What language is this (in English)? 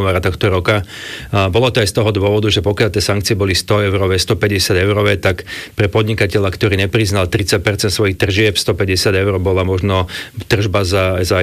Slovak